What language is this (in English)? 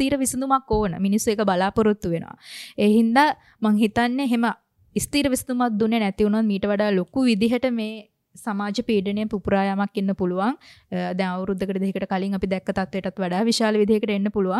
Sinhala